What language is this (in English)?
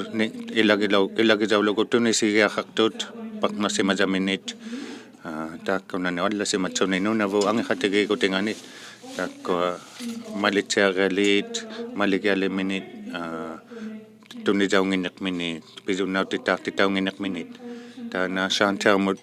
Inuktitut